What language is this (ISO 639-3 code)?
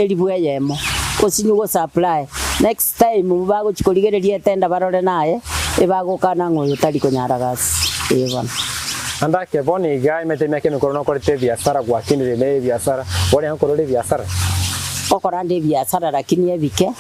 guz